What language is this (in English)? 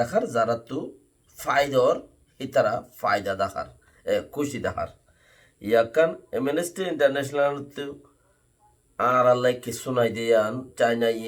Rohingya